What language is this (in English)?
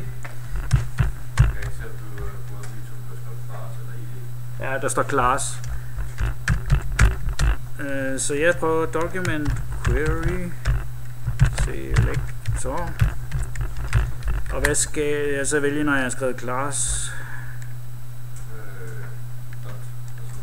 Danish